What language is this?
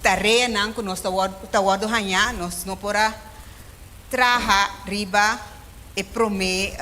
Papiamento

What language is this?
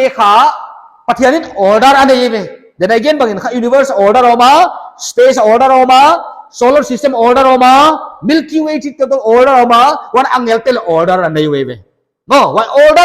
Paite Chin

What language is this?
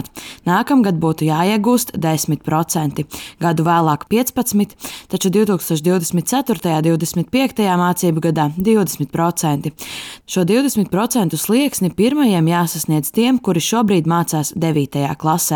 Latvian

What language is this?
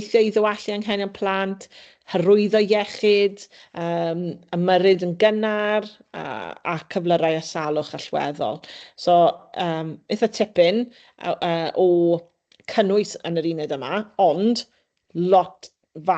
Welsh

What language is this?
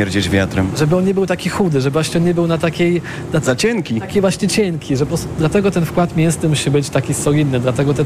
Polish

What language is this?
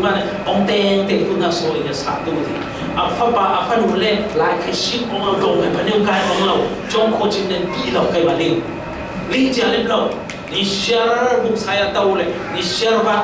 Falam Chin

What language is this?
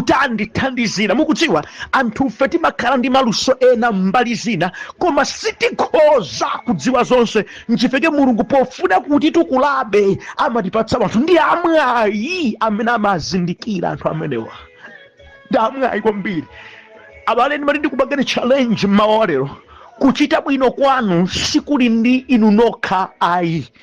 Nyanja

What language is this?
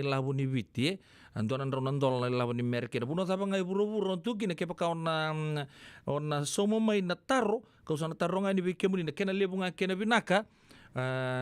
Fijian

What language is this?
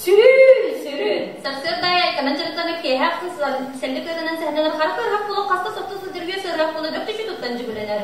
Yakut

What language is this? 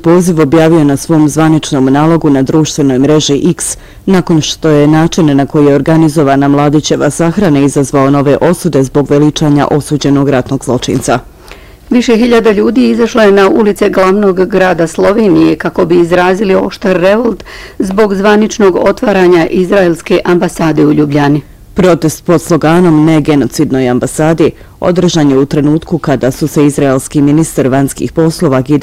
Bosnian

